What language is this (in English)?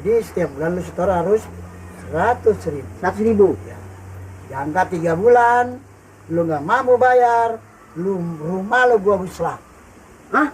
Betawi